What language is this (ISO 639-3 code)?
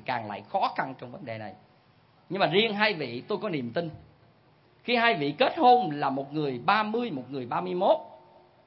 vie